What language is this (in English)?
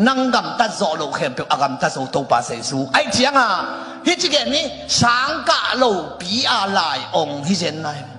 Tedim Chin